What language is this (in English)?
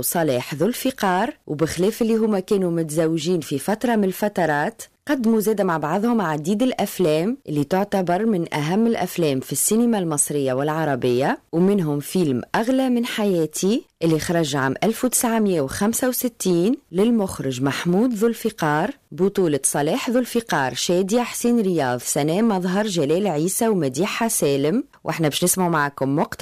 Tunisian Arabic